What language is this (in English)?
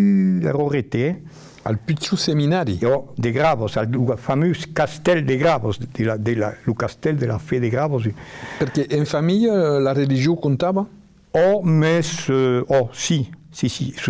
Occitan